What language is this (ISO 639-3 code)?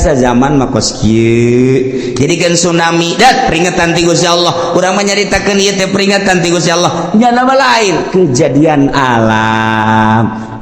sun